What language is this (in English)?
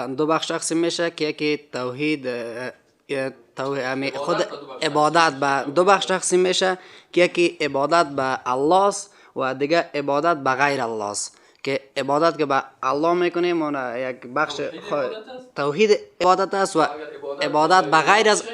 Persian